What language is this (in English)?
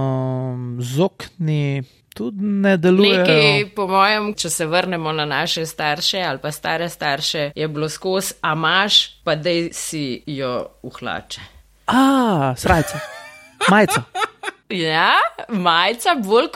Slovenian